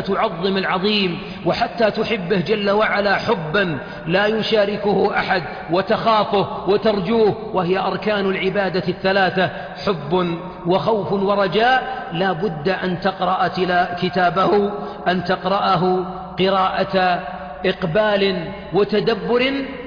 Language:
Arabic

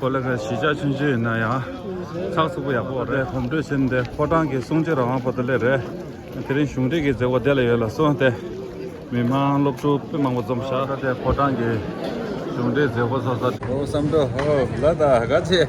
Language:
Tibetan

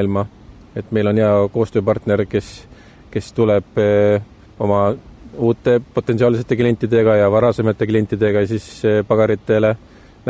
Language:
Estonian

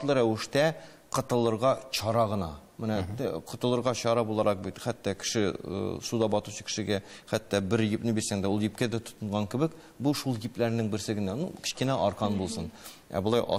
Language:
Tatar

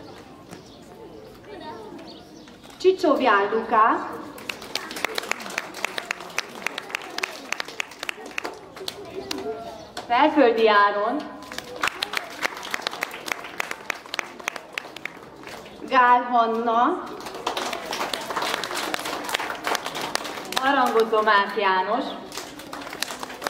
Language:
Hungarian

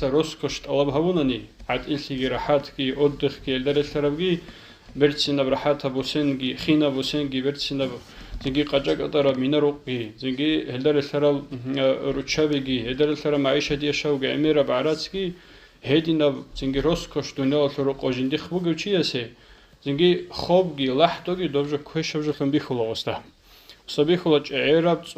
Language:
Avaric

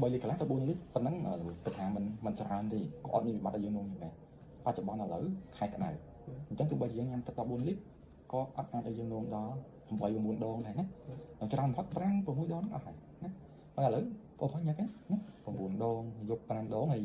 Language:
Khmer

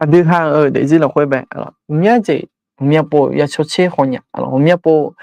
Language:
Akha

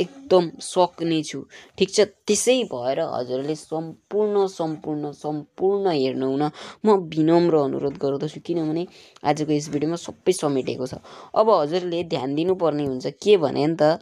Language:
Nepali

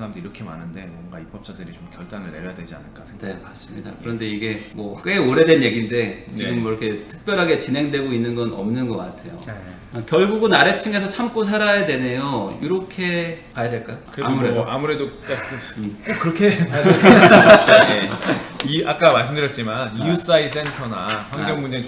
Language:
Korean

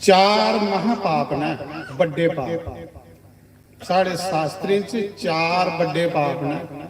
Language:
Dogri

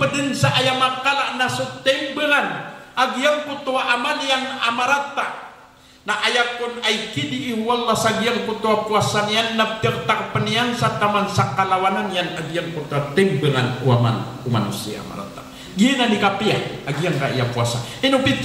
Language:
Maranao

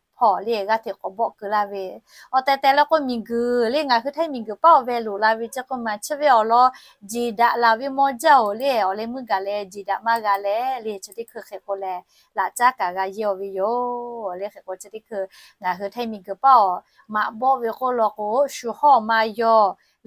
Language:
Lahu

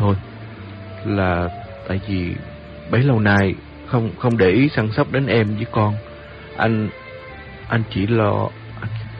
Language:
Vietnamese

